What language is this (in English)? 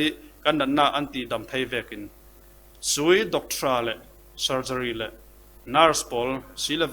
Falam Chin